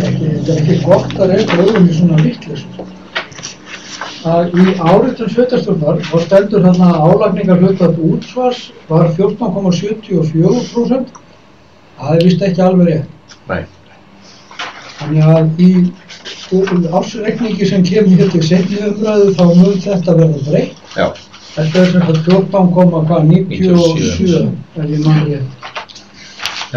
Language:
Icelandic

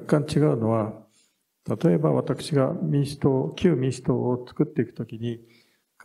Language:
Japanese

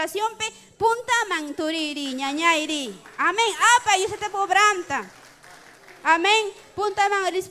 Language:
Ayacucho Quechua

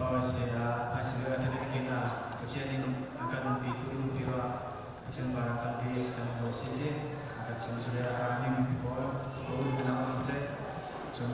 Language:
Falam Chin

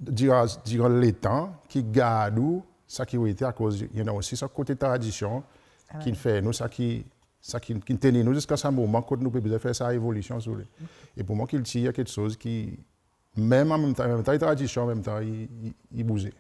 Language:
Seselwa Creole French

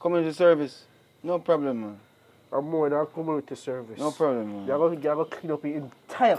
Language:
Jamaican Creole English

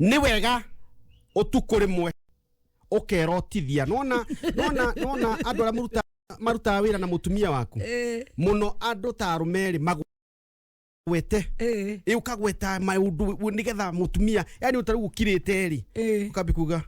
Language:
Kikuyu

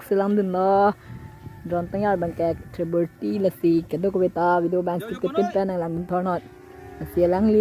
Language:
Karbi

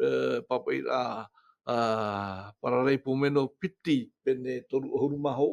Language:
Tahitian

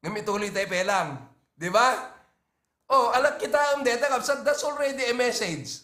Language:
Iloko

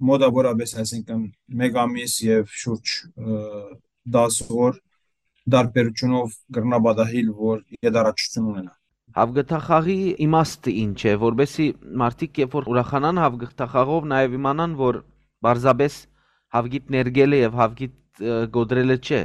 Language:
Western Armenian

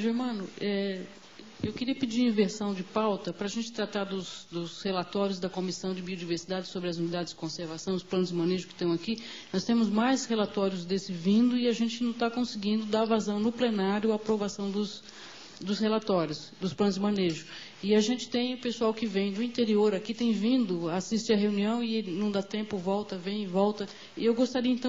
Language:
Portuguese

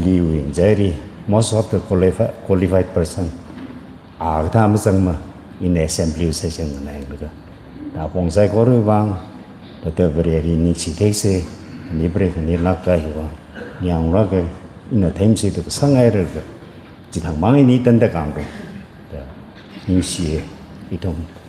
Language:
Tangkhul Naga (India)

